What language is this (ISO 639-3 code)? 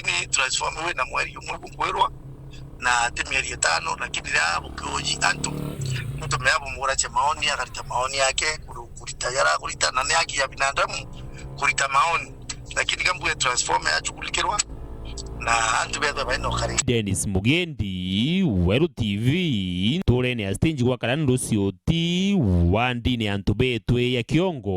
mer